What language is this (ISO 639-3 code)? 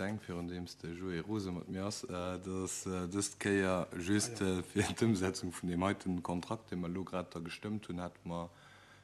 ltz